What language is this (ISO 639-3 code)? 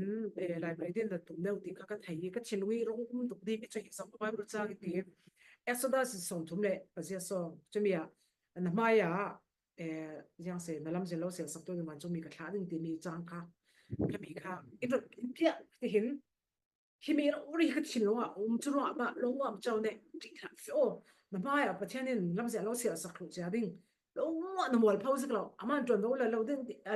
cfm